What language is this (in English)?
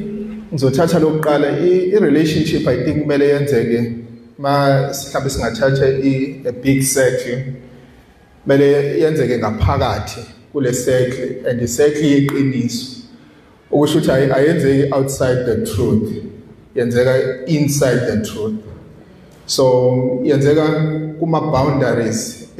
Zulu